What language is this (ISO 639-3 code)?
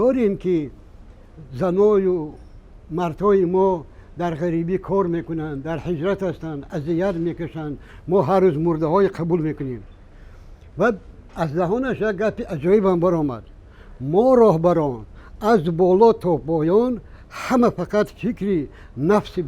tgk